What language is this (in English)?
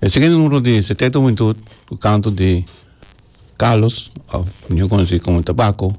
Papiamento